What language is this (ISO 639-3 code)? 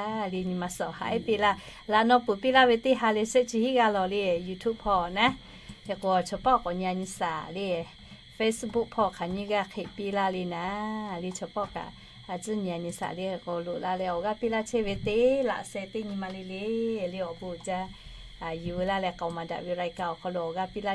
lhu